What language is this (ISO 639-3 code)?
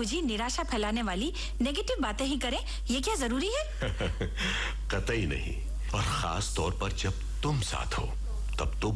hin